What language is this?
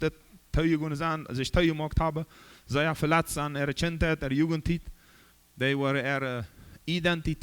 Plautdietsch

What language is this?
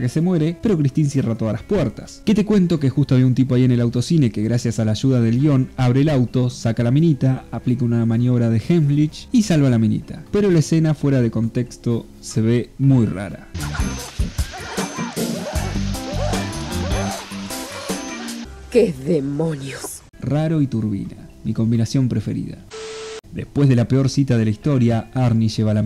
Spanish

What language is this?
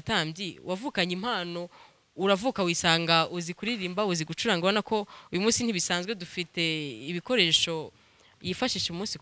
Kinyarwanda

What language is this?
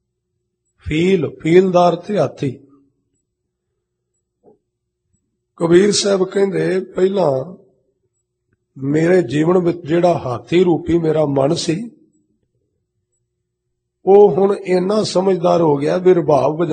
Punjabi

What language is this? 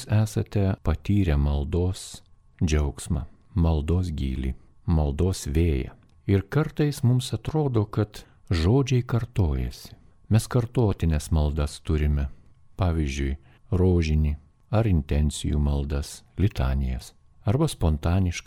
Lithuanian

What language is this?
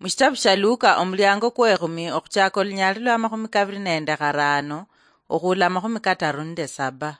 Luyia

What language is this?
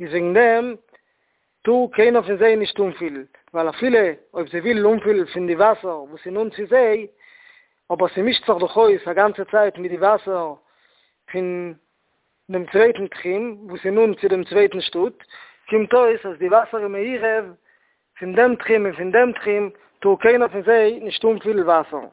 Yiddish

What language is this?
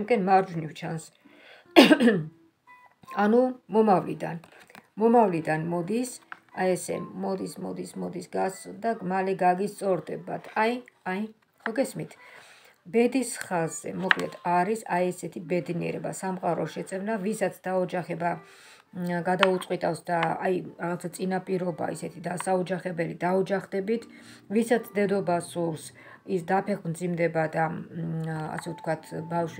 Georgian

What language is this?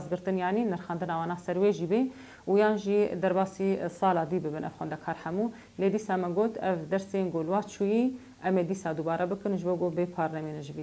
Kurdish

